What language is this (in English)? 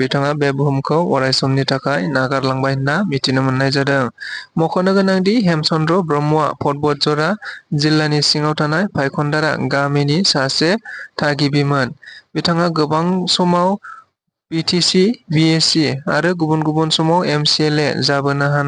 Bodo